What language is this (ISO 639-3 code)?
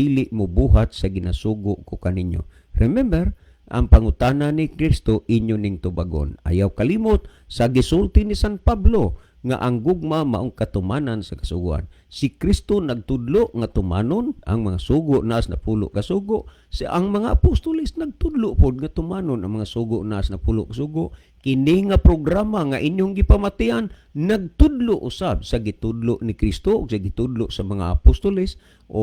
ceb